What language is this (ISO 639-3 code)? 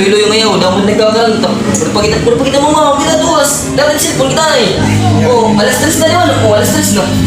war